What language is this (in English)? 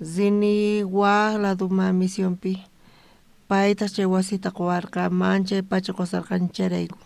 South Bolivian Quechua